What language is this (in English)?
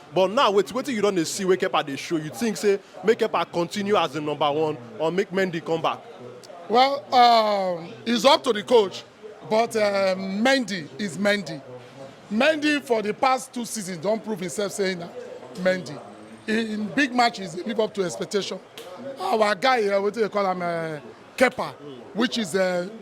Nigerian Pidgin